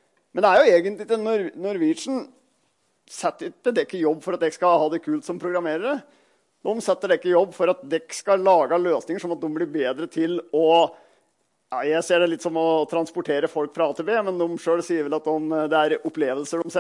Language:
Norwegian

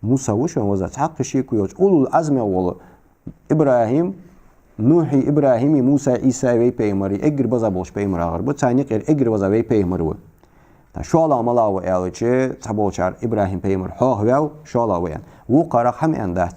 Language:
Ingush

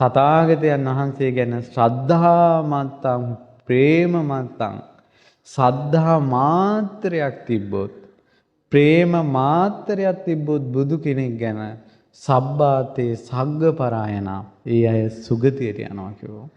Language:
Sinhala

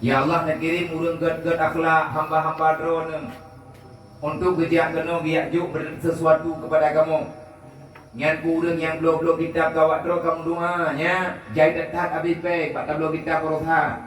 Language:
Achinese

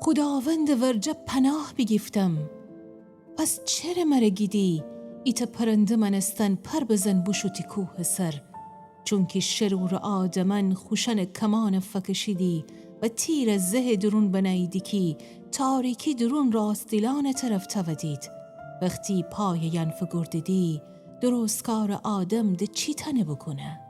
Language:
Gilaki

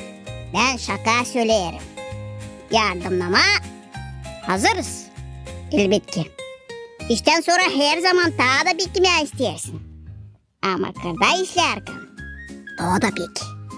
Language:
Gagauz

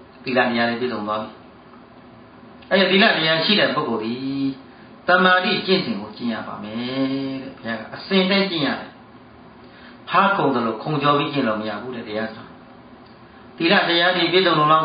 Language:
Burmese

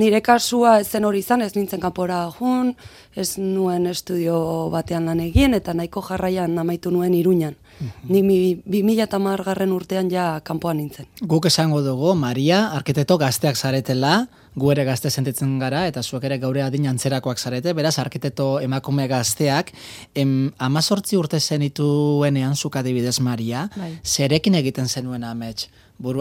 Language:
Basque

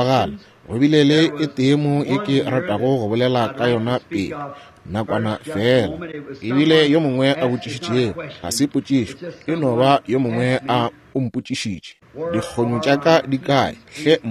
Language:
Northern Sotho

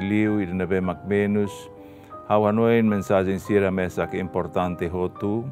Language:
Tetum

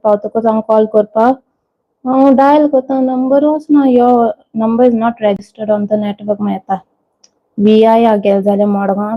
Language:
Konkani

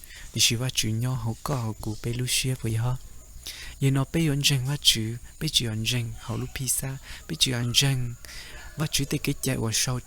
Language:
Hmong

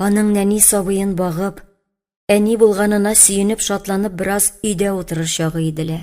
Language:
Tatar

